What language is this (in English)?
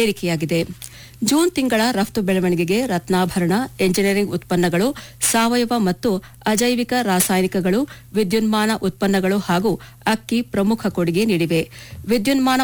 Kannada